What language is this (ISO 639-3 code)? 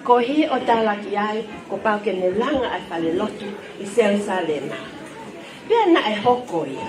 ton